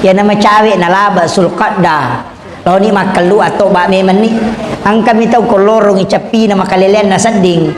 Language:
Buginese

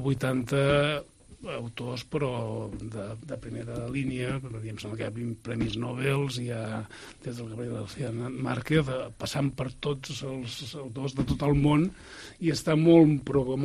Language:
Catalan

